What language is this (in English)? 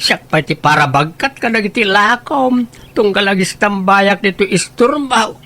Iloko